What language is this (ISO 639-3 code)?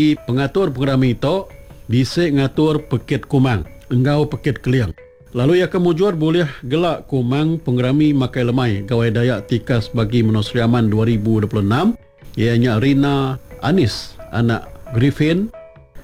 iba